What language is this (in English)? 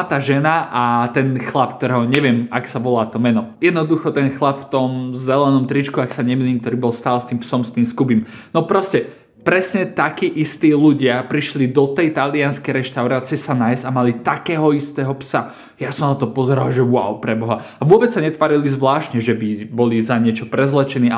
Slovak